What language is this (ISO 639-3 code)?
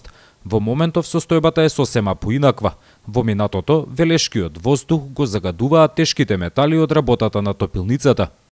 mkd